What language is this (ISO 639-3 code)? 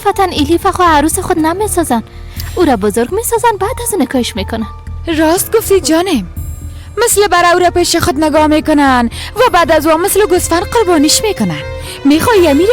fas